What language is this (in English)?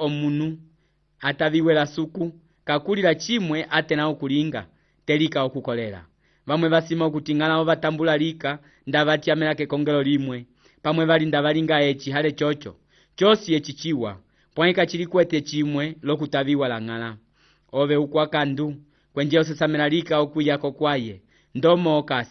Umbundu